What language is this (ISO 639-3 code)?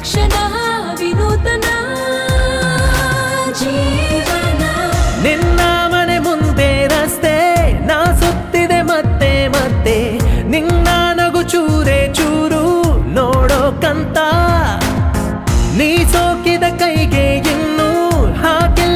kan